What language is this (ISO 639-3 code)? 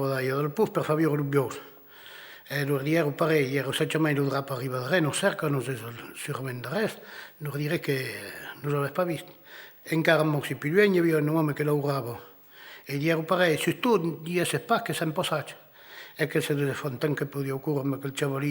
oci